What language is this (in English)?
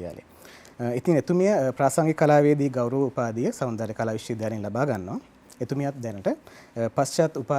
Sinhala